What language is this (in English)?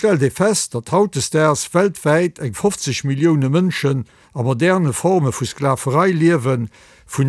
Luxembourgish